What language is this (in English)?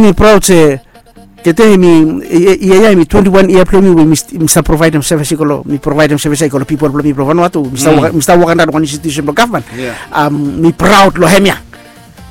Bislama